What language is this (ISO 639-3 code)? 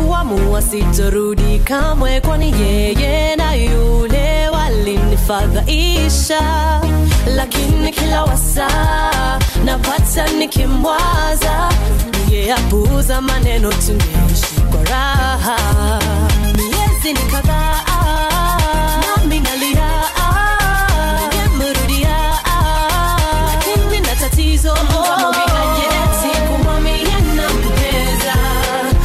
swa